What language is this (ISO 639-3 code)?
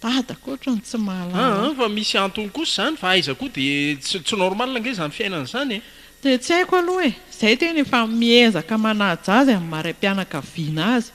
mlg